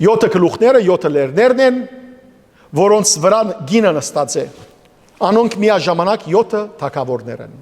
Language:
Western Armenian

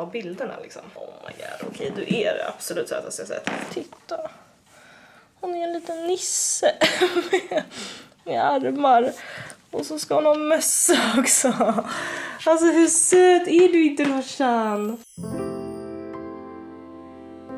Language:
Swedish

